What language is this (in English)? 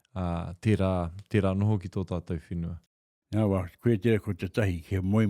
Māori